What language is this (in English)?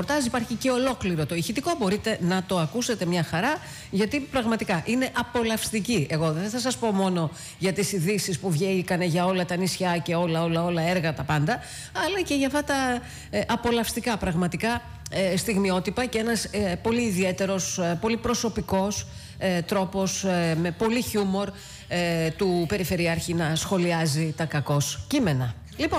Greek